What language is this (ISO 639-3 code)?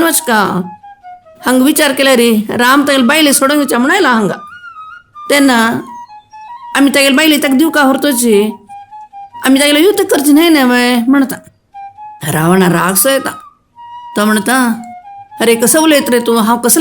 kok